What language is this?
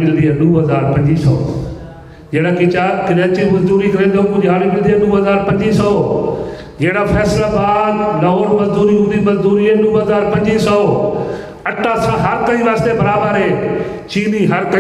Saraiki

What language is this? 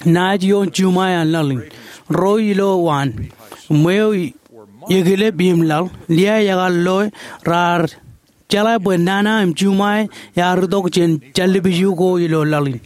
Marshallese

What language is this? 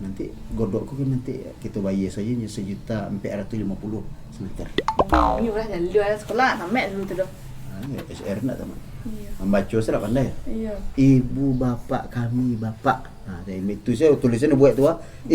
Minangkabau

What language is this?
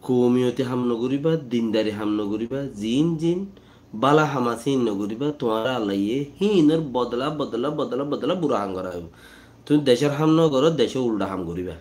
Rohingya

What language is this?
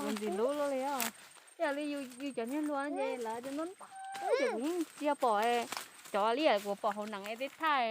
Hmong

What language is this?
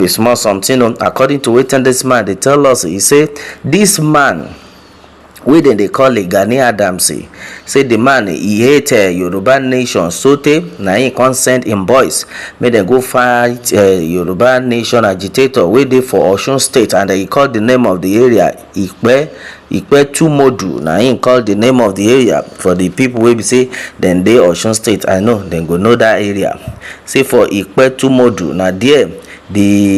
Nigerian Pidgin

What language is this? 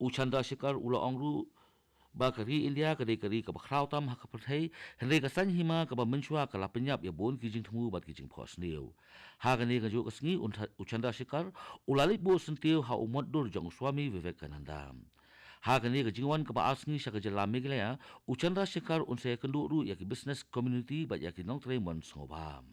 Khasi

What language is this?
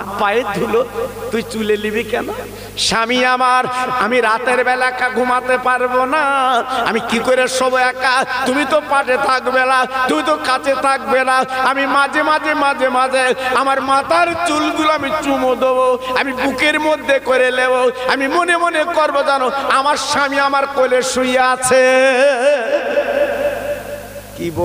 Bangla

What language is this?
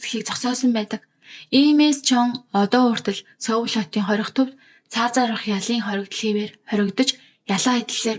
Mongolian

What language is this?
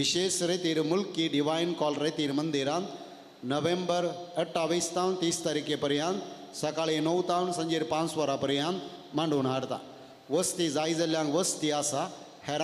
Konkani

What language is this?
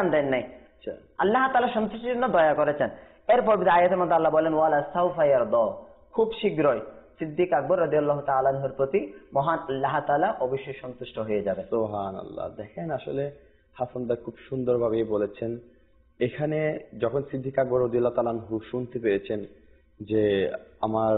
Bangla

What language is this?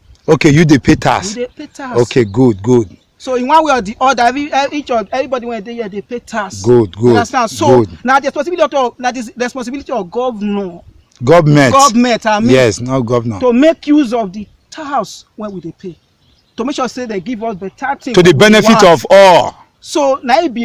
Nigerian Pidgin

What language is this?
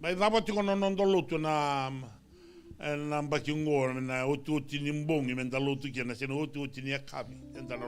Fijian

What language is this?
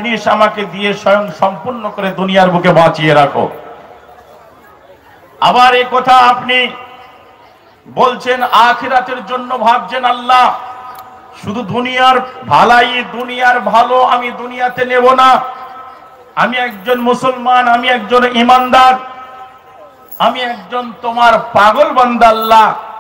Bangla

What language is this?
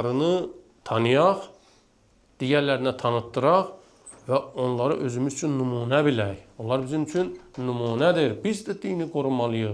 Azerbaijani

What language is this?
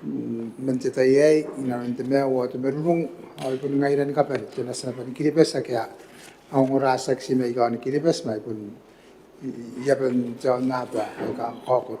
Gilbertese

